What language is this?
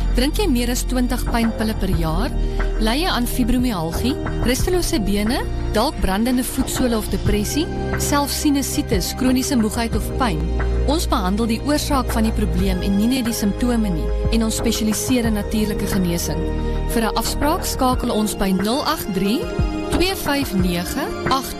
Afrikaans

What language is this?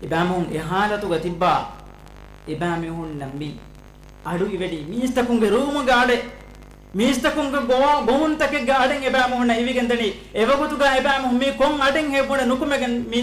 Divehi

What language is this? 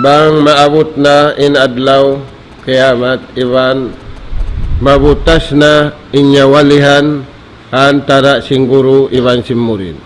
Tausug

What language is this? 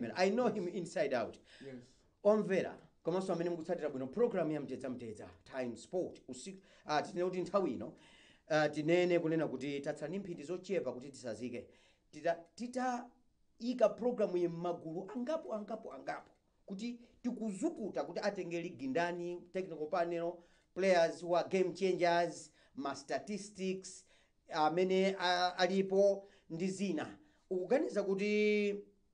Nyanja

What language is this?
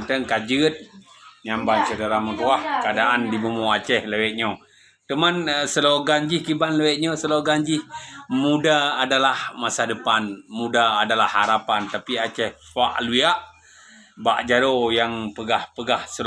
Achinese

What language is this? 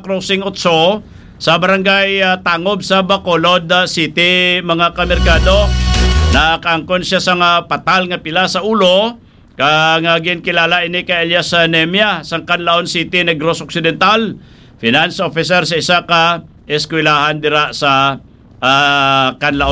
Hiligaynon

